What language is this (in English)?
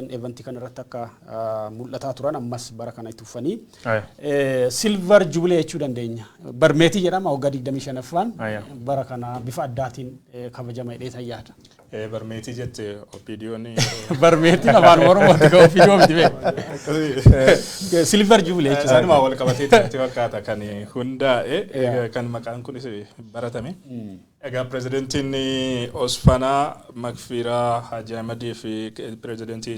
Oromo